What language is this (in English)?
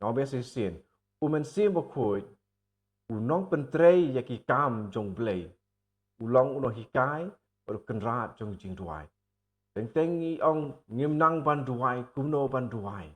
Khasi